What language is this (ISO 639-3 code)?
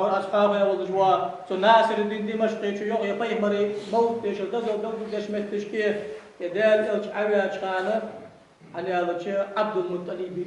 inh